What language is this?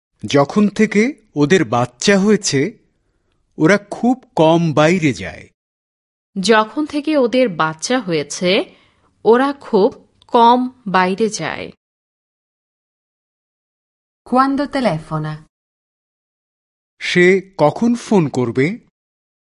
Bangla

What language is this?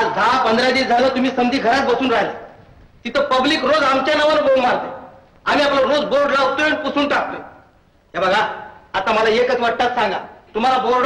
Marathi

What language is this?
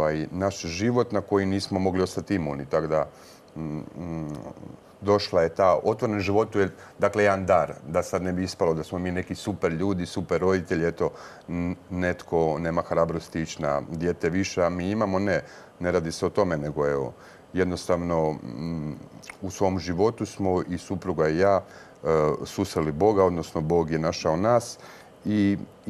Croatian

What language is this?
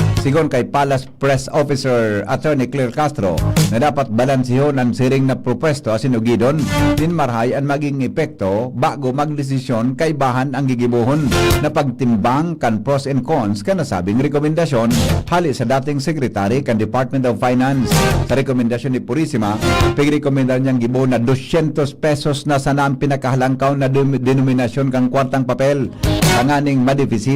Bikol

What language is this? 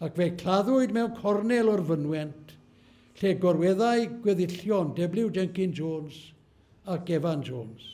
Welsh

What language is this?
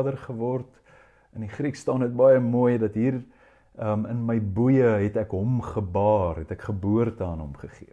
Afrikaans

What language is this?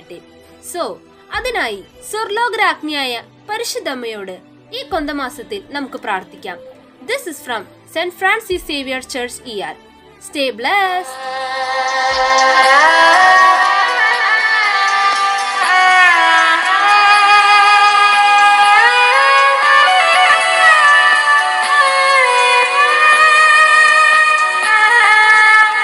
Malayalam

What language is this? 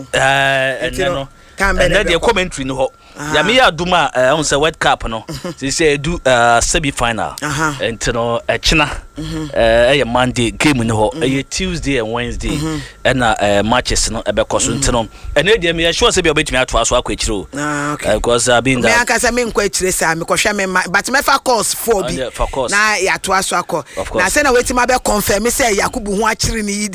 Akan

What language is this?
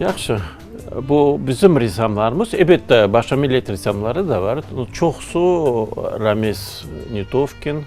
Crimean Tatar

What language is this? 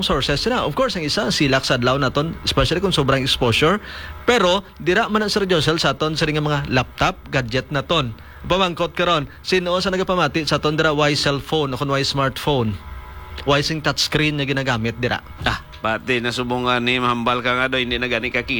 Hiligaynon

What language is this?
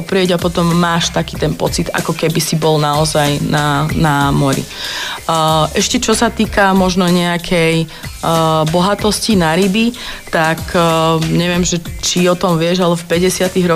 Slovak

